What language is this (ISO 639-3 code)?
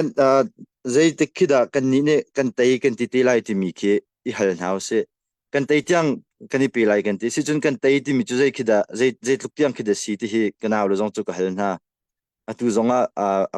cnh